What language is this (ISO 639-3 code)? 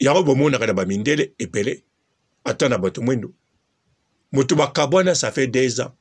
lin